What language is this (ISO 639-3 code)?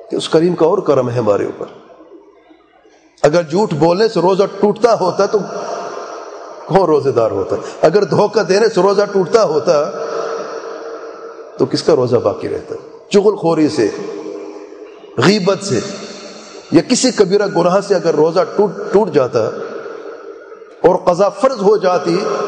urd